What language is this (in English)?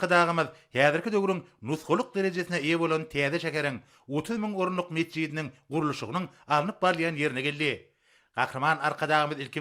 Turkmen